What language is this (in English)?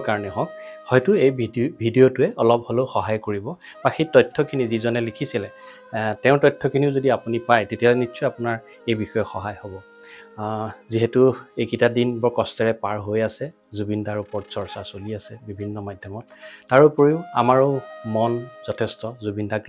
Assamese